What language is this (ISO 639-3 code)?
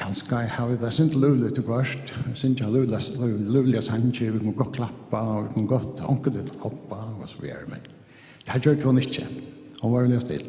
fao